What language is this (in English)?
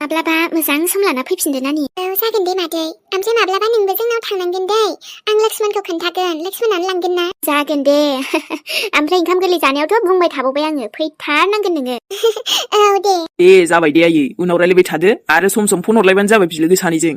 Bodo